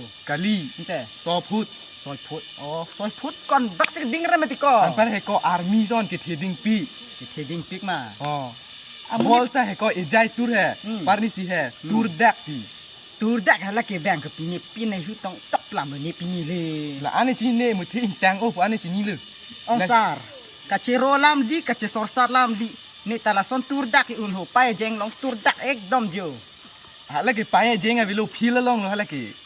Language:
Karbi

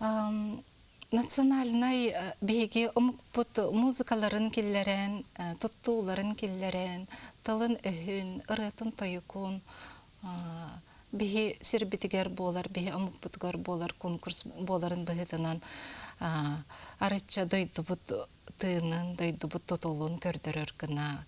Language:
Yakut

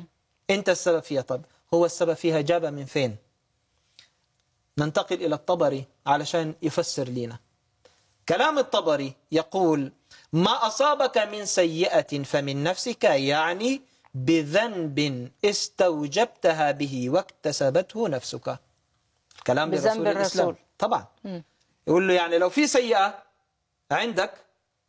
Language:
Egyptian Arabic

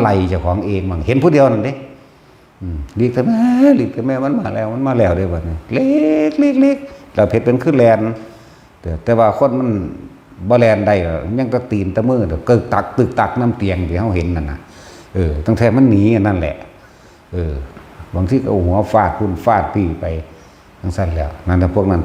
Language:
Northeastern Thai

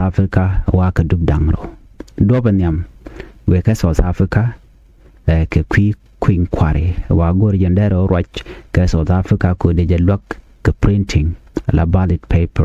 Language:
Nuer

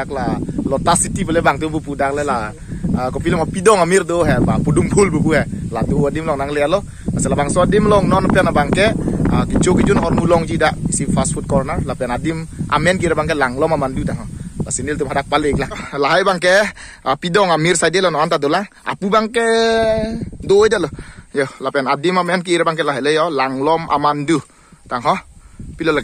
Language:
Karbi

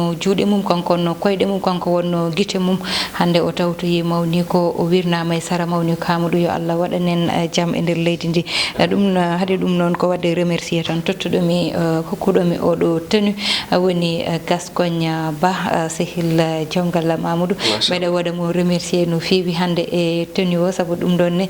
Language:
Fula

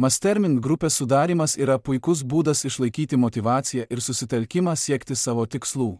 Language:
Lithuanian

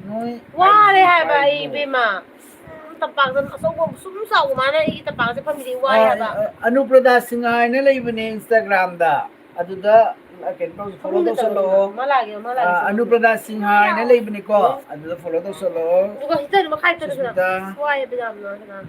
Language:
Manipuri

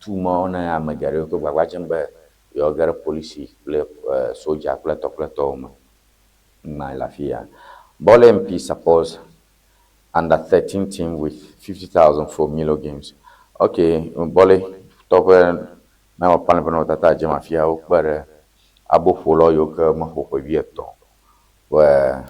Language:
Ewe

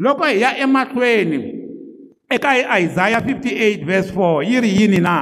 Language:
Tsonga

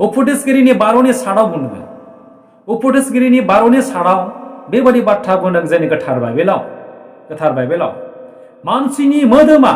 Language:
Bodo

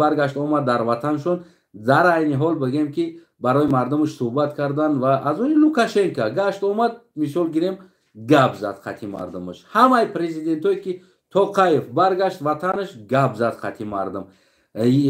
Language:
Tajik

